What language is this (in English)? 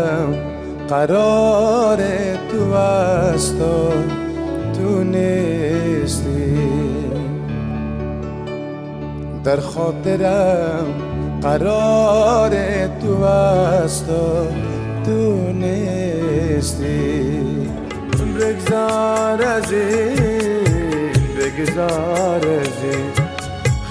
Persian